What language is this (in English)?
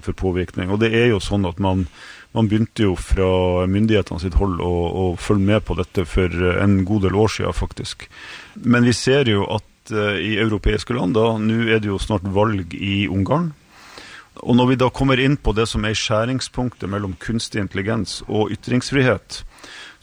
Norwegian